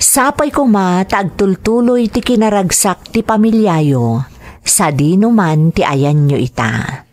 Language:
Iloko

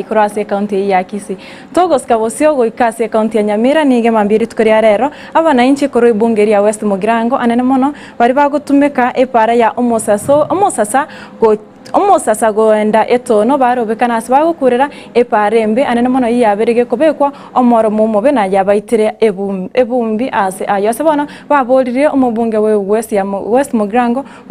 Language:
Gusii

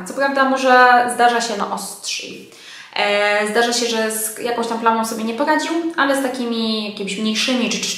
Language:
Polish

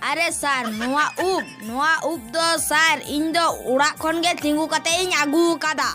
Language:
Santali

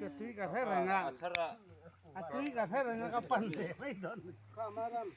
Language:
Mizo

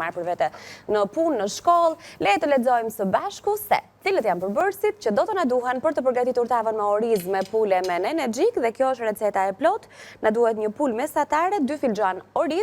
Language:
Albanian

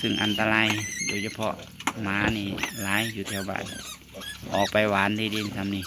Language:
Northeastern Thai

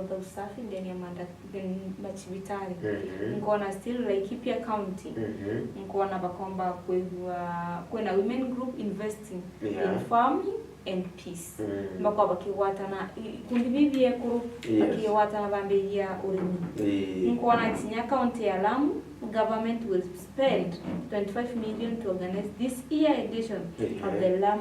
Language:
Meru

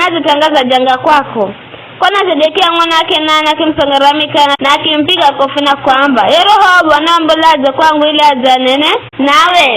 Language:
Giryama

